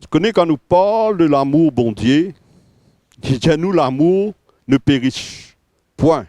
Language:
Morisyen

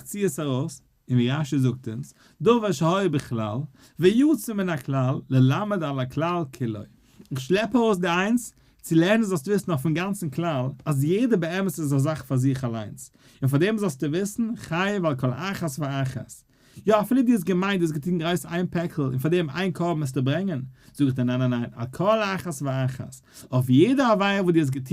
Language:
Yiddish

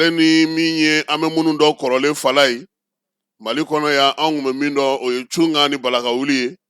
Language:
Bambara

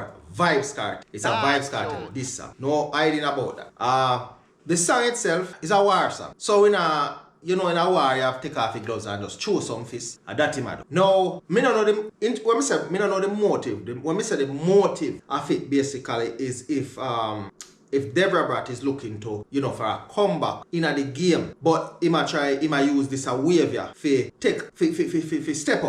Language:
Jamaican Creole English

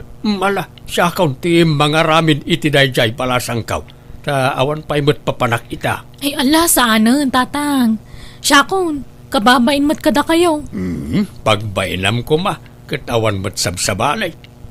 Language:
Iloko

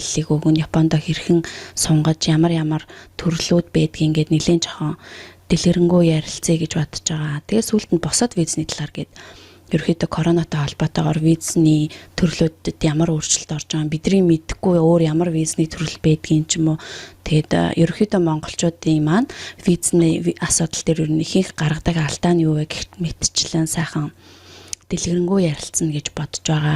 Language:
Mongolian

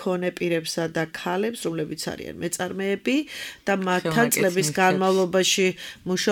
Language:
Georgian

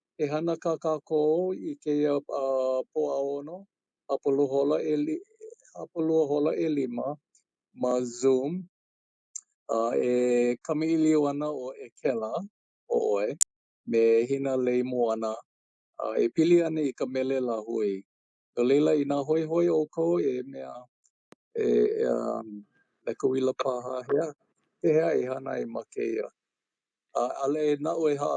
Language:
Hawaiian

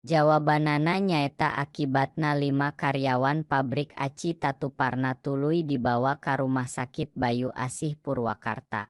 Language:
Sundanese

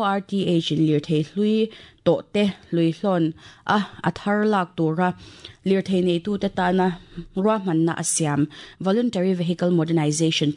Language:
Mizo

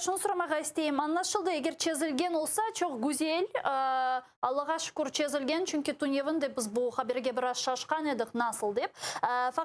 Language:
Crimean Tatar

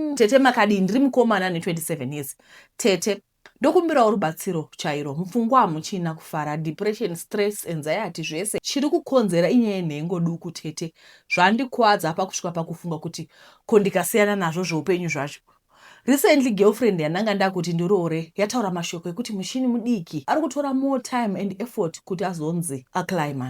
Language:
Shona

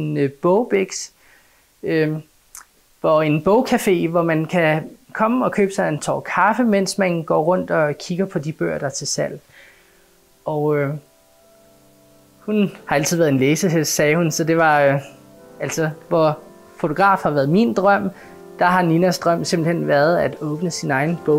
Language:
Danish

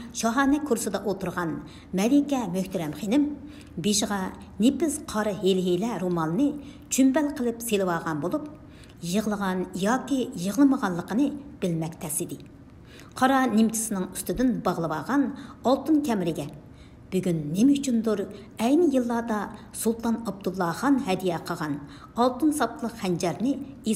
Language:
Uyghur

